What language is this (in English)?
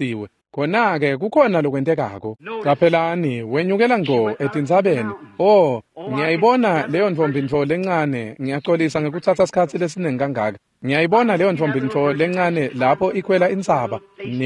Swati